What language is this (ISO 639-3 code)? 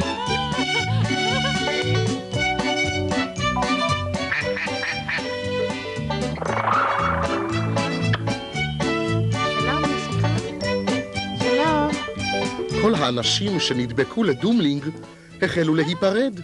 heb